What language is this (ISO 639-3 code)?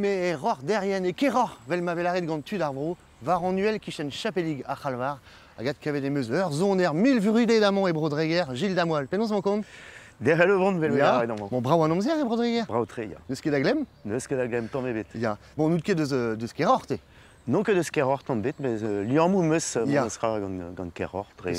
bre